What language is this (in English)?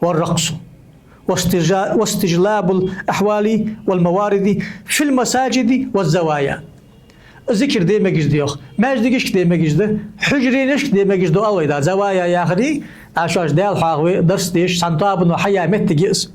Ingush